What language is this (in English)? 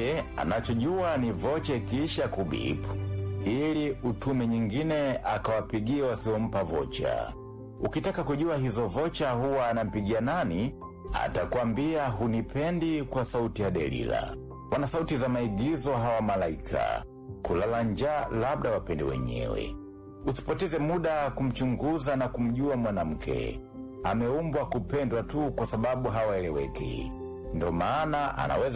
Swahili